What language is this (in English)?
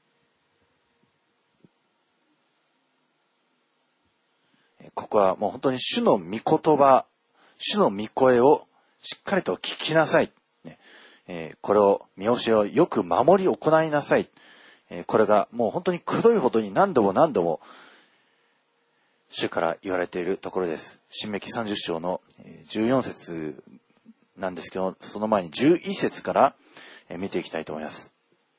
Japanese